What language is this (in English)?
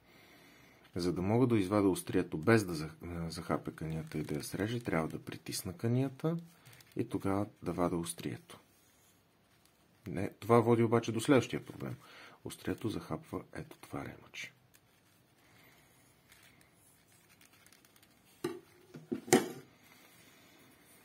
Bulgarian